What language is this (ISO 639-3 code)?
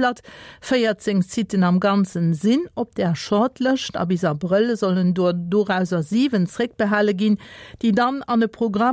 ltz